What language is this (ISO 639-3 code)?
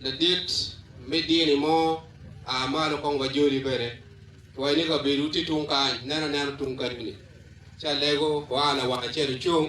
ach